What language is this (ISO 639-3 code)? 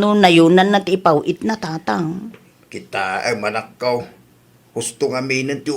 ilo